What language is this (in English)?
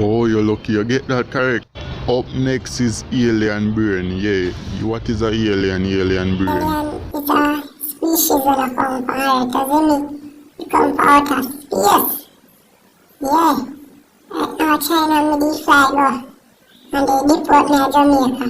Jamaican Creole English